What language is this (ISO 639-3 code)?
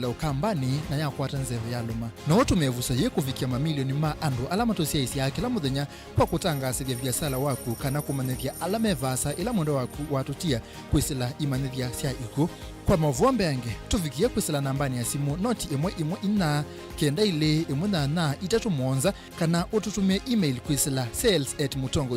kam